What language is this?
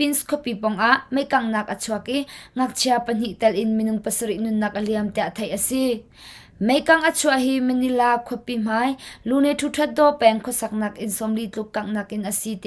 Hakha Chin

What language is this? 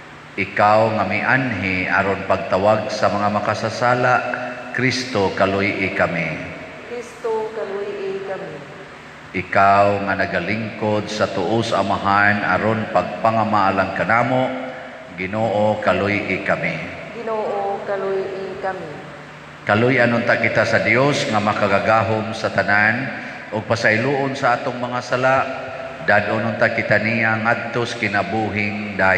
Cebuano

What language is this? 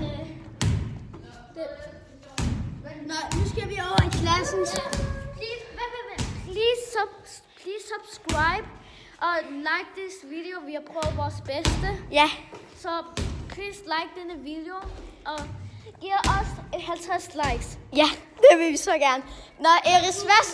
Danish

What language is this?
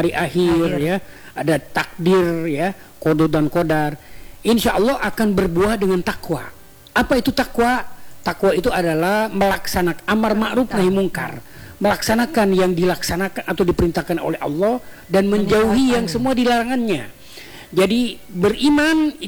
Indonesian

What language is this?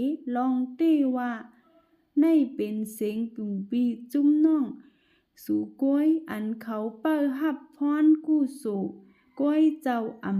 Shan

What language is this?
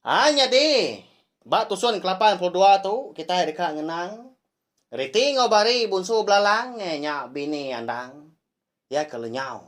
Iban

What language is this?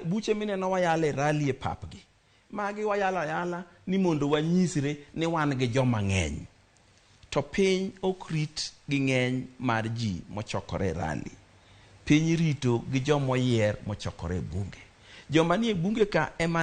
Luo (Kenya and Tanzania)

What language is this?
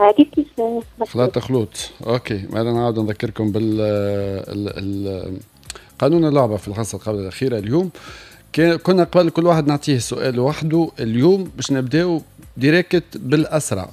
Tunisian Arabic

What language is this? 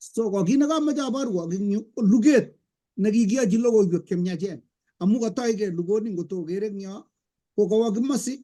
Kalenjin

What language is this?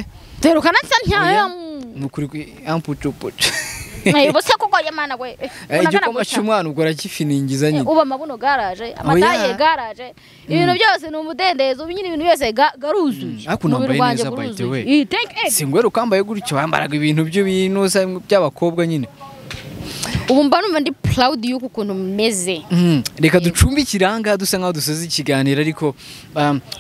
Kinyarwanda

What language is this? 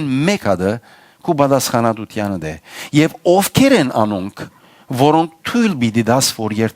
Western Armenian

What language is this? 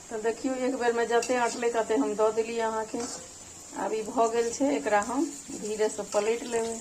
Maithili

